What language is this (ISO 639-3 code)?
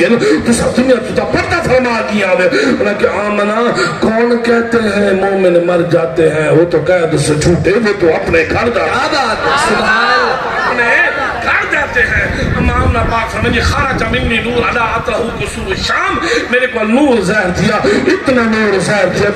skr